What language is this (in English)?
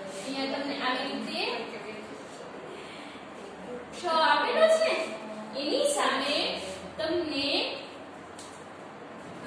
Gujarati